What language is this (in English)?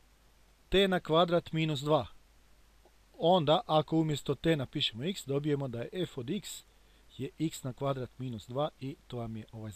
Croatian